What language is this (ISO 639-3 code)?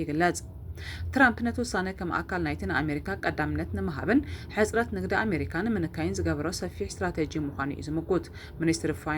tir